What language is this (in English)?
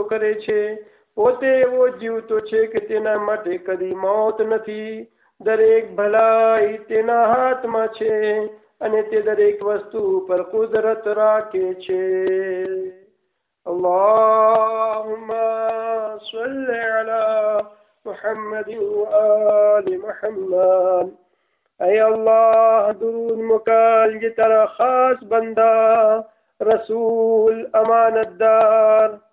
Gujarati